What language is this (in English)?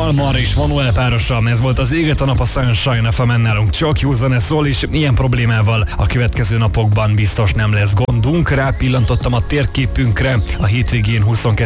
Hungarian